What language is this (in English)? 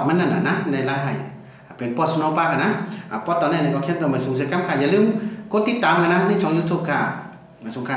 Shan